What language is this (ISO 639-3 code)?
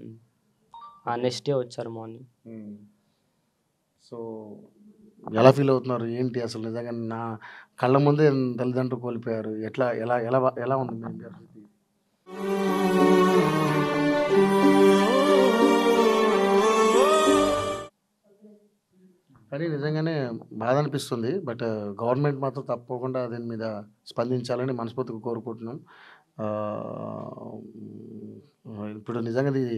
tel